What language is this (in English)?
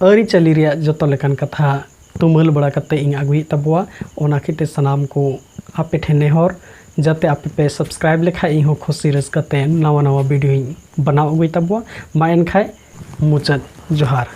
Santali